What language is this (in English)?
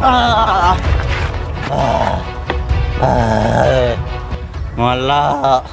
Buginese